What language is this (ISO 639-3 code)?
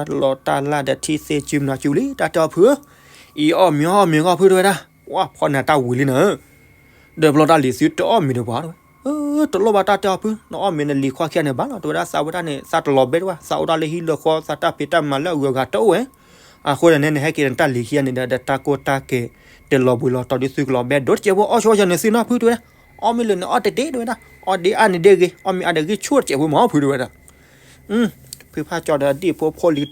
ksw